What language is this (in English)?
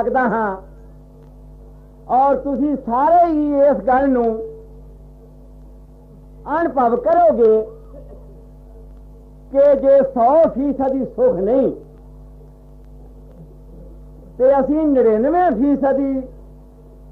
Punjabi